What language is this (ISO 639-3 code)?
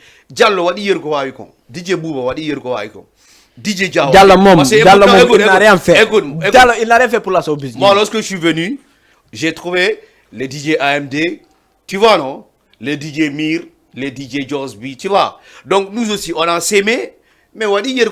ful